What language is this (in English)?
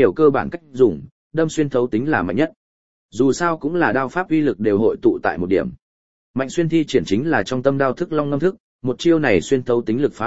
Vietnamese